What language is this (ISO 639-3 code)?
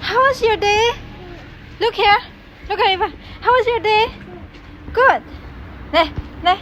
nmf